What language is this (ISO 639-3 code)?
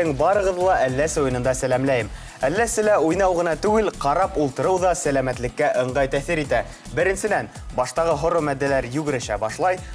bak